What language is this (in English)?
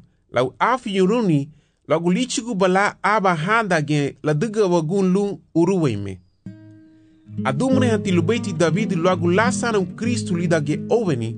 Garifuna